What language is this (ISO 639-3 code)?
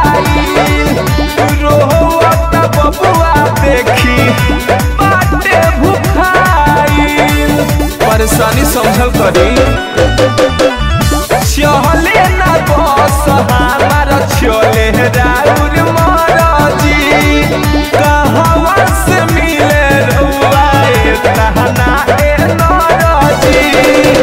bho